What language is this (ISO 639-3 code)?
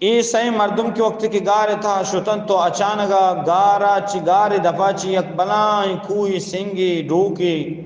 bgp